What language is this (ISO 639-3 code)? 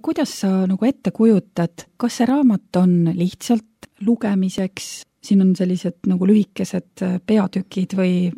est